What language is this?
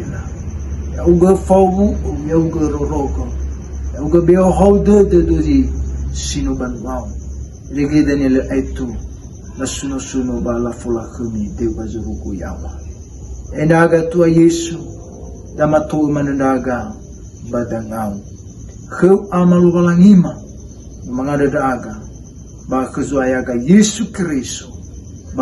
Nias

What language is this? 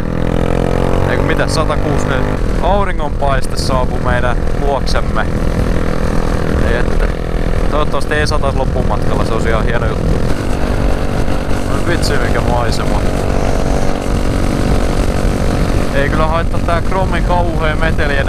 Finnish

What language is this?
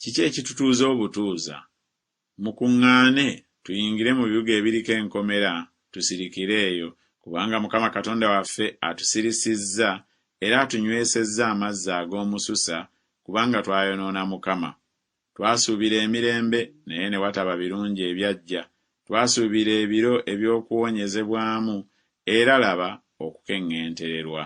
Ganda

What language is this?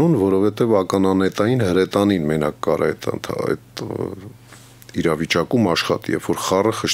Armenian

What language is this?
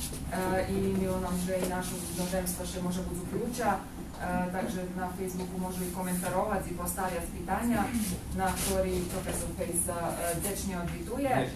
Rusyn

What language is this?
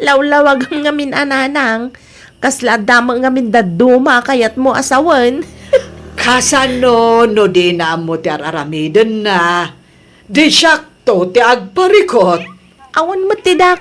Iloko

